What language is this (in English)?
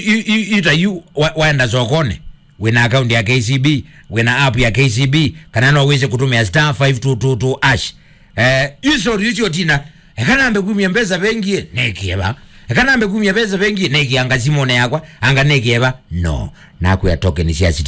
Kamba